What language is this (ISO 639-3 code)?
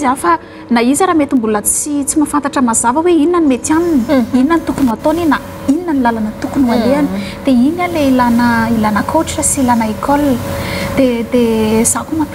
mlg